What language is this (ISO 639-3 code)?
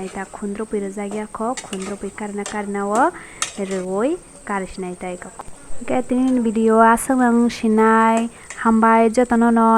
trp